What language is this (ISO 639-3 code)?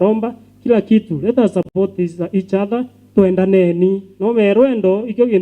mer